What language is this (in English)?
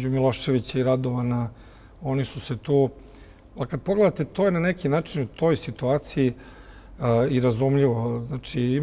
Serbian